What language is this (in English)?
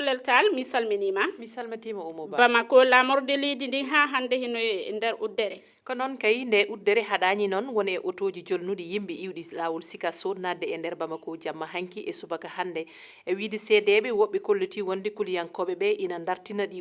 Fula